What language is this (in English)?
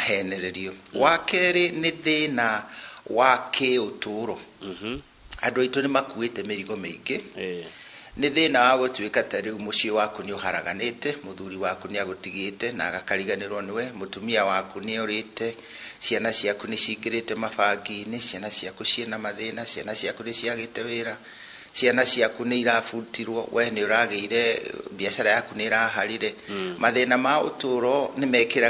Kikuyu